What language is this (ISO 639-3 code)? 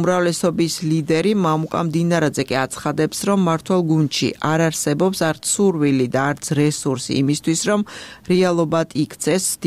kat